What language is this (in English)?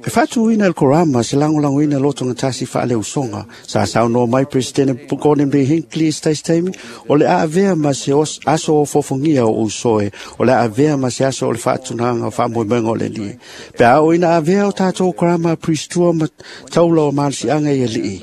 Samoan